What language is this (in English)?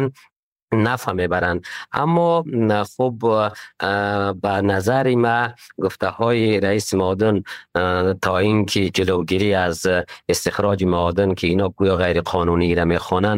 Persian